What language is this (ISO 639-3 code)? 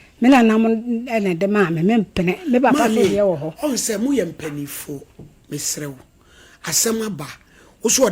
aka